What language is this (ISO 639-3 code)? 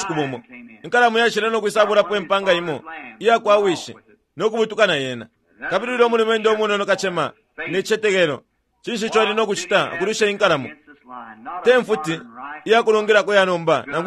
bem